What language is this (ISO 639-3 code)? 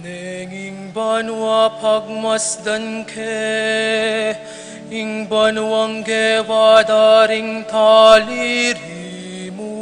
pam